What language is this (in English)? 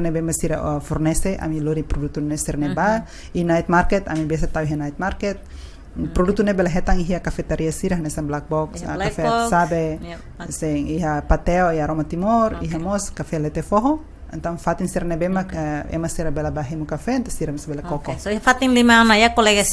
Tetum